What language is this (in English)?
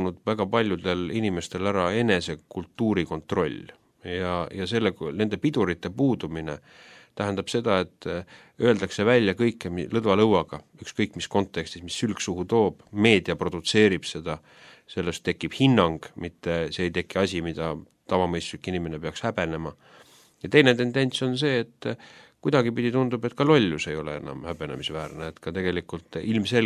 Estonian